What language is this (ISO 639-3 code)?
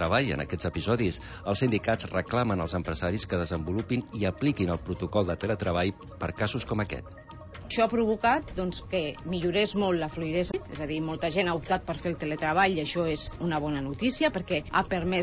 cat